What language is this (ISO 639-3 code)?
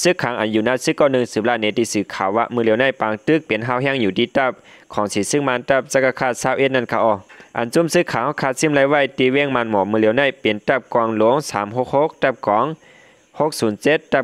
shn